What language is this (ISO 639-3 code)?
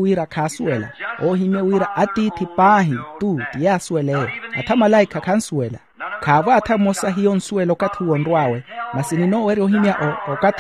vmw